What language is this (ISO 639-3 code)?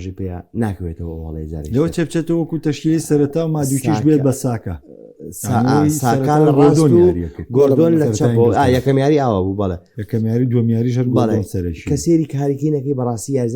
ckb